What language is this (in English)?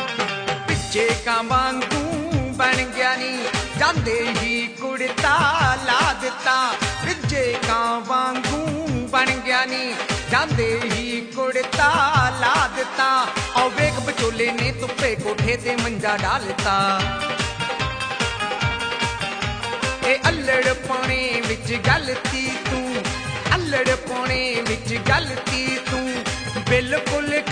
Punjabi